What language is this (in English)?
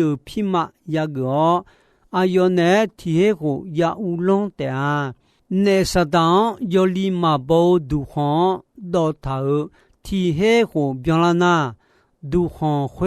Akha